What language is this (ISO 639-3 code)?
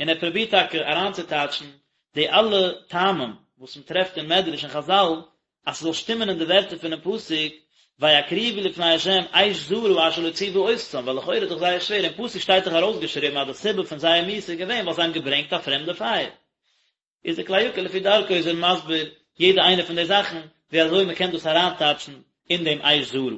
yid